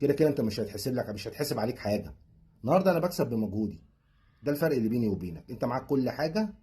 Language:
Egyptian Arabic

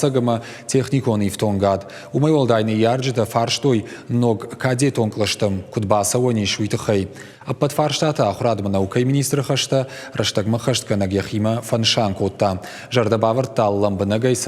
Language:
Ossetic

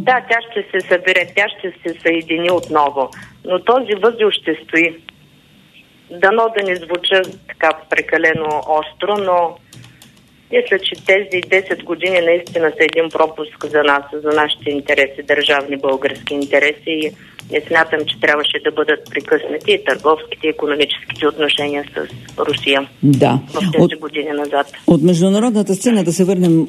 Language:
Bulgarian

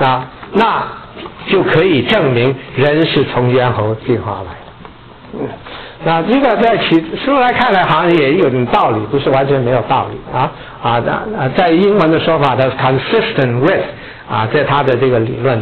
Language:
Chinese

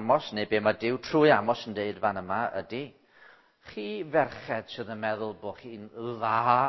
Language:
Welsh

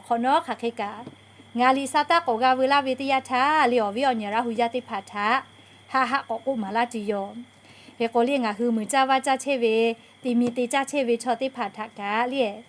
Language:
Lahu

